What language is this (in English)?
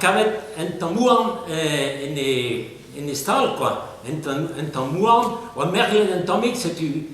Breton